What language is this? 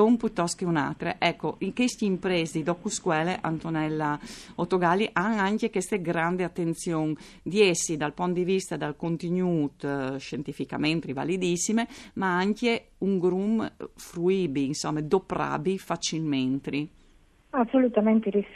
Friulian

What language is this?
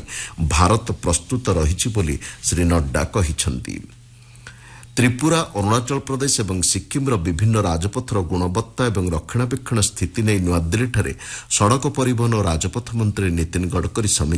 Odia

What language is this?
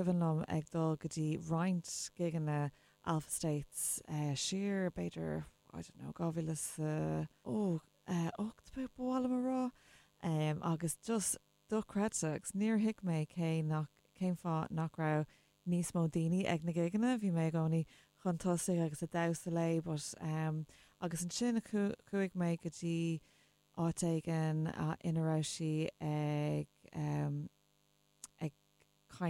Irish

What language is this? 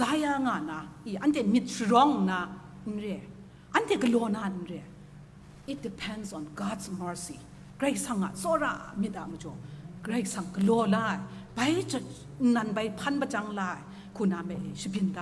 Kachin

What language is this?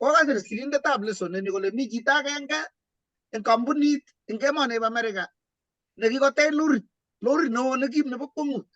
Kalenjin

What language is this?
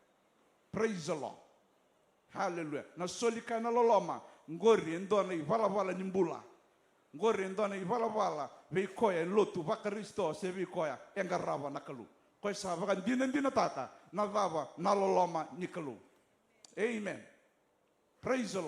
Fijian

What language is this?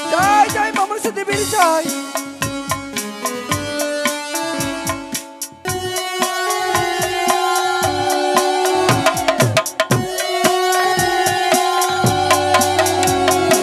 Bangla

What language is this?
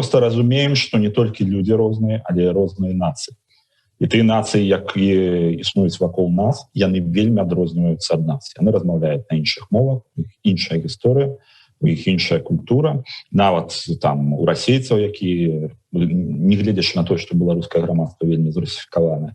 Belarusian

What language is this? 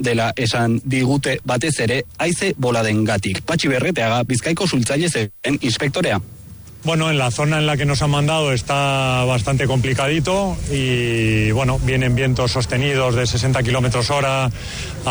Basque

